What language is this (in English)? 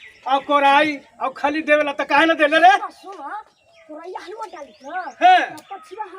Magahi